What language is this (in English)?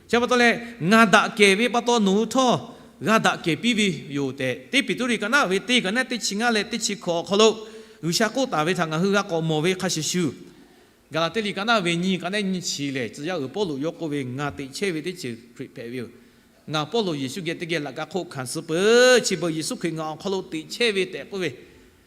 Lahu